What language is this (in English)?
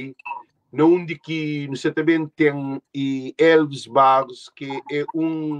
Kabuverdianu